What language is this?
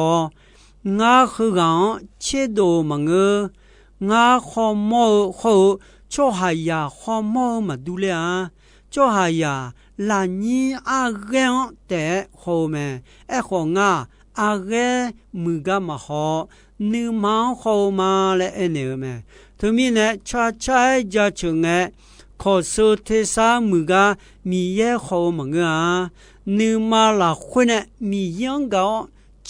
Akha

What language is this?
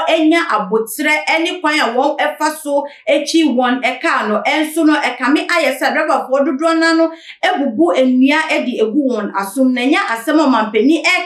Akan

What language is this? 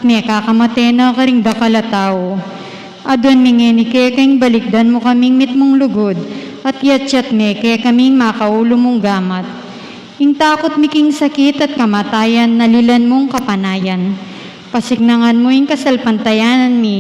Pampanga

